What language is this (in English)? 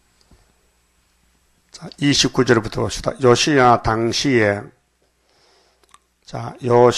Korean